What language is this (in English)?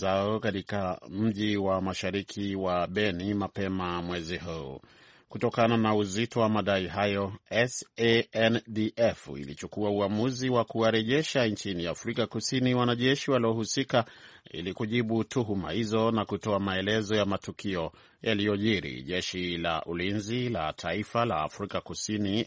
Swahili